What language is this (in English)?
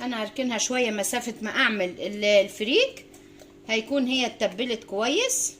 Egyptian Arabic